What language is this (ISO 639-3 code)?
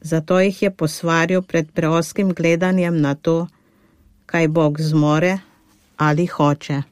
slv